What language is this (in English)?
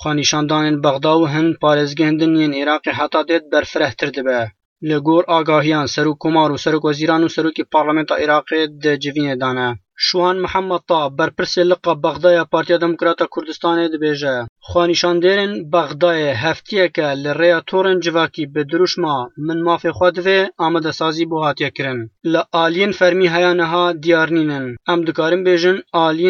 Kurdish